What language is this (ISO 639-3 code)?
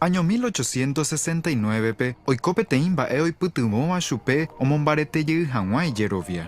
grn